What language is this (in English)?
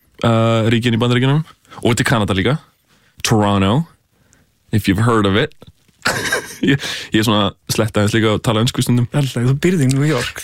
Icelandic